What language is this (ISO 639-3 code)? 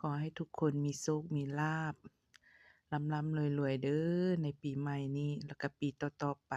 lao